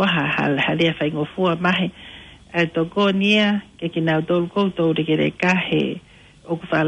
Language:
Tongan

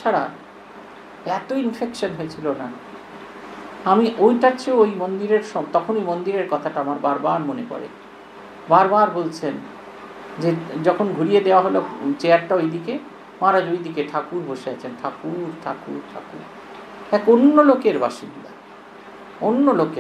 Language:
Bangla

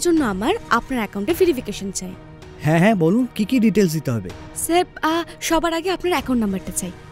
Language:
Bangla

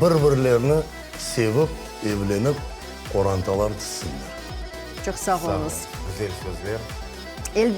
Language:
Crimean Tatar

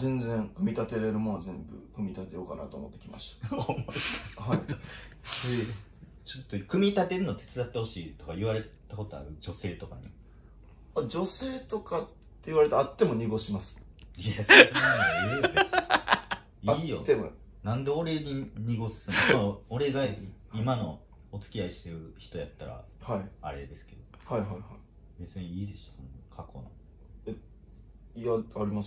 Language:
Japanese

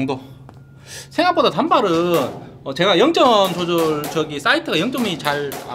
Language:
Korean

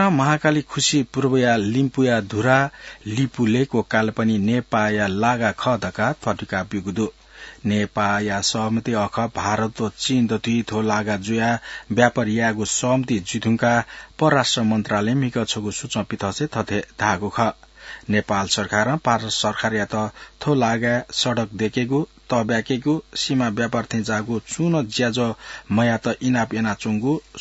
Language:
Newari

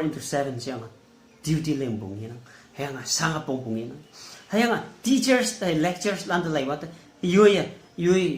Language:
Konyak Naga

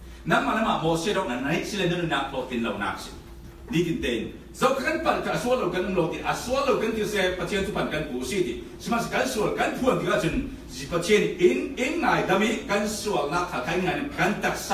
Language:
Falam Chin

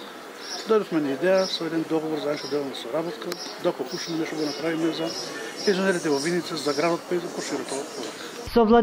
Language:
Macedonian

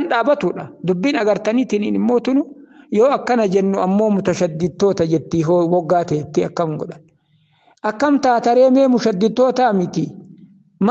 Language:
Oromo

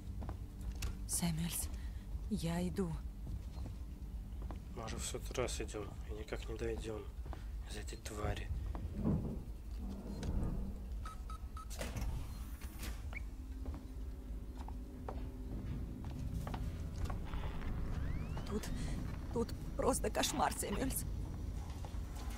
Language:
Russian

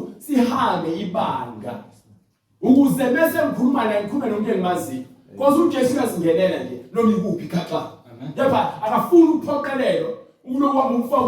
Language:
Zulu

